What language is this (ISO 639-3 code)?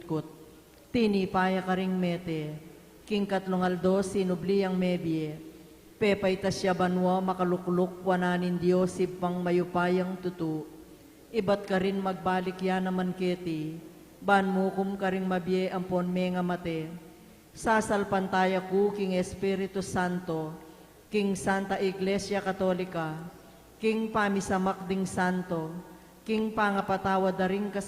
pam